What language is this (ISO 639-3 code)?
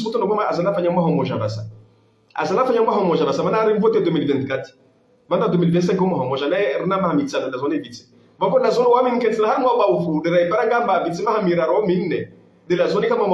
zdj